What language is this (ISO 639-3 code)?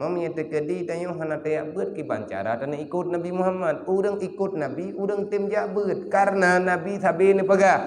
ace